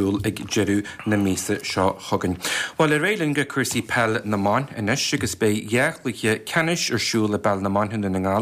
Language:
Irish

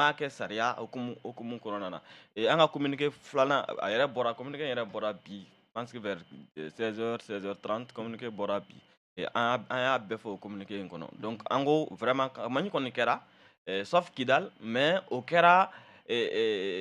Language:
Bambara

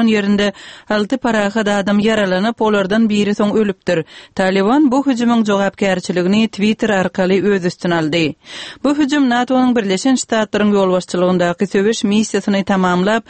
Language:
Turkmen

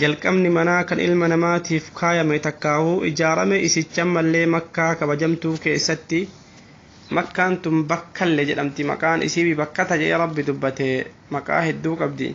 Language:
Oromo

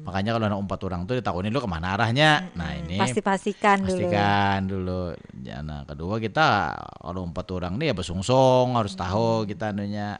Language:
Banjar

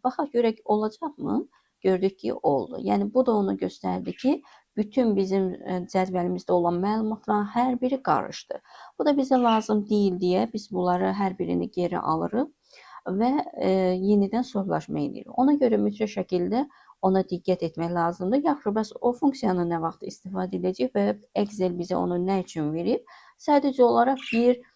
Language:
Azerbaijani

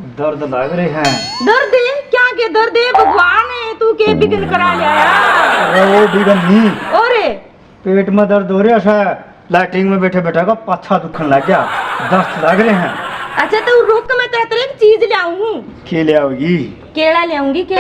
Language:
Haryanvi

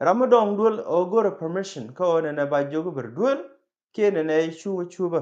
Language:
Nuer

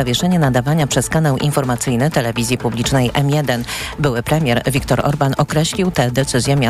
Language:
Polish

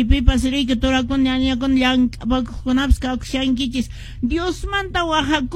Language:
Quechua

